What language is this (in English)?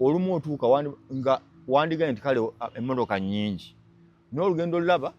Ganda